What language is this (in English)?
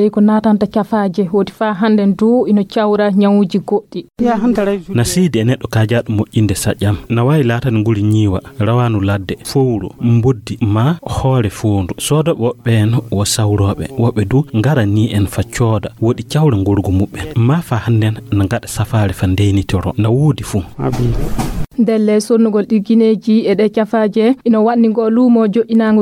Fula